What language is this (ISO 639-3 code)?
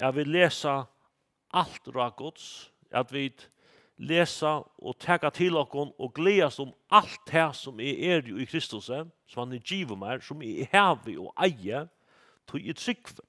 fao